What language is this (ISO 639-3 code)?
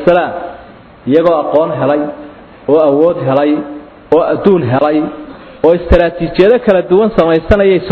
som